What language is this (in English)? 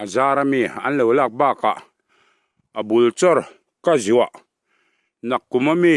Mizo